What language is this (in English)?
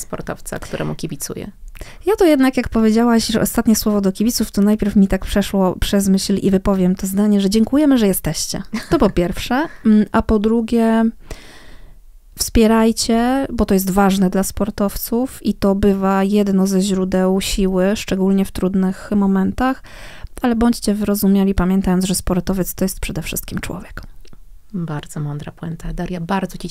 Polish